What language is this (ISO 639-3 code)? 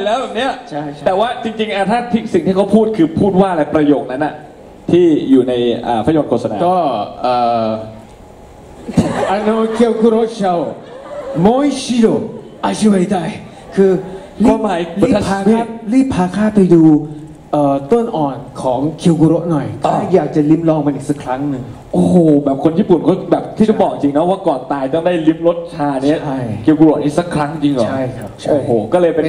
tha